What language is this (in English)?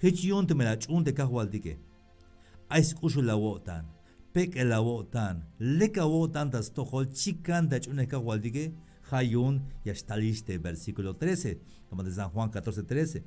Tzeltal